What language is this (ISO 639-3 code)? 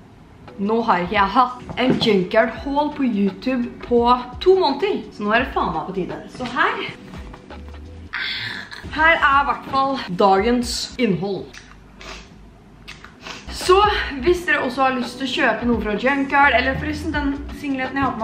nor